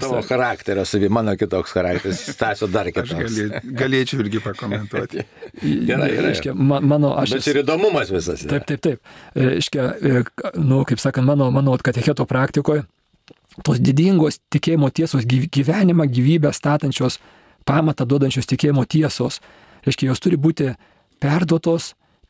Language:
Lithuanian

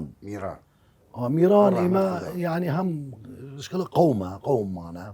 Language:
Southern Kurdish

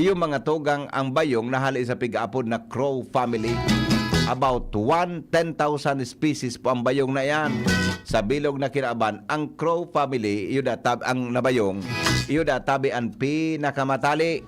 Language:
Bikol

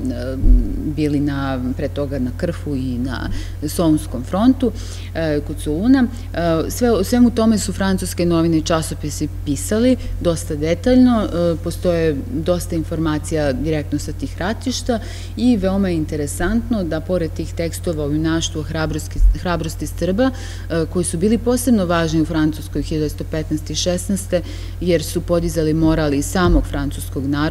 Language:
Serbian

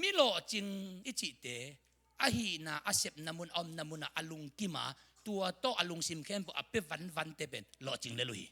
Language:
Tedim Chin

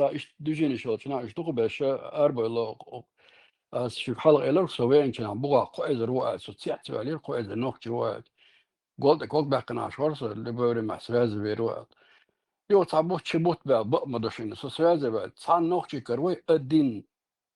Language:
Chechen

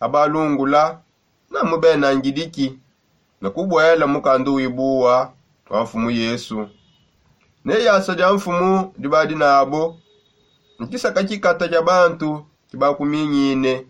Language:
Songe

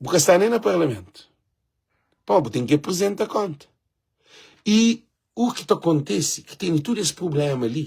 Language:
Kabuverdianu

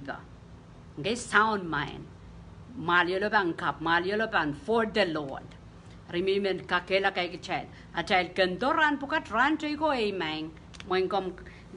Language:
Pohnpeian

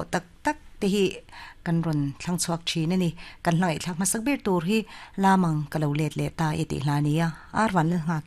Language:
Mizo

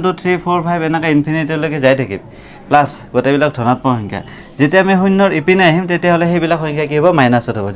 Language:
Assamese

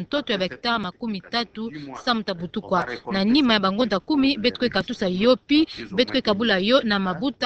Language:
Kituba (Democratic Republic of Congo)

